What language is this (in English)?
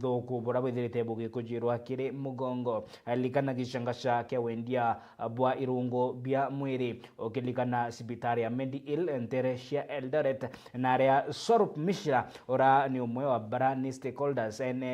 Meru